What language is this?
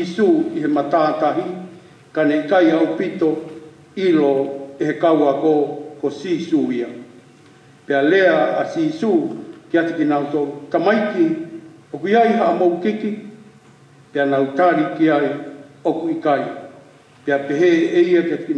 Tongan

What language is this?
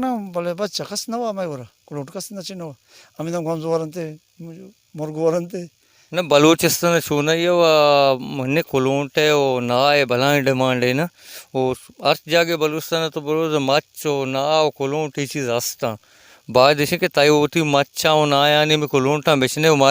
Baluchi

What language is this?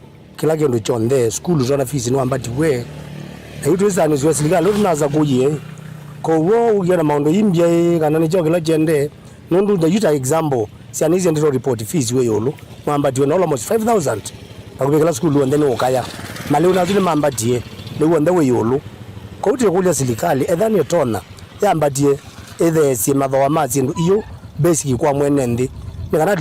Kamba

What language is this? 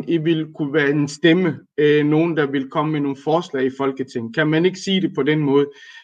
Danish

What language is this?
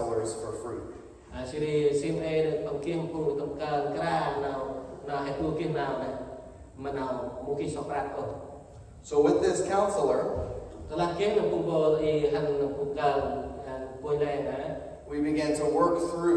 Central Mnong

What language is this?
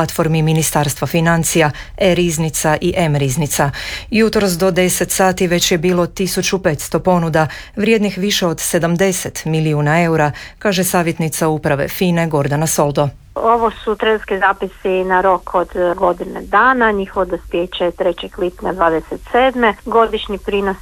Croatian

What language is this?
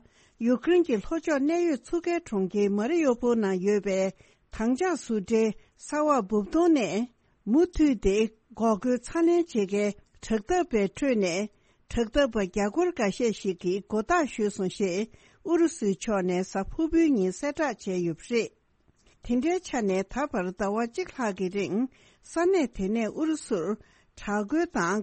Tibetan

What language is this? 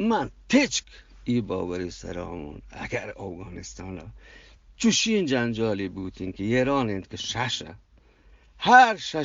Eastern Balochi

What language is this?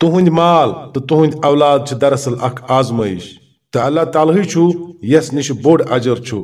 Kashmiri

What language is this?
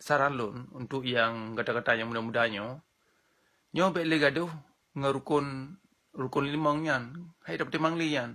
Achinese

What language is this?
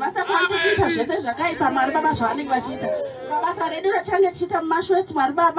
Shona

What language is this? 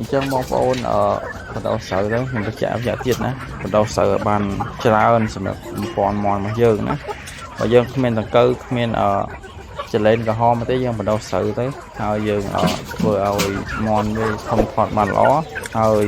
Khmer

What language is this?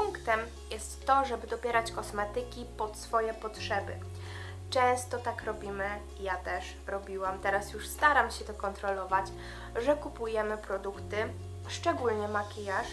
Polish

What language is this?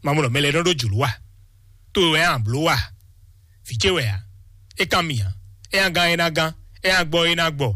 Fon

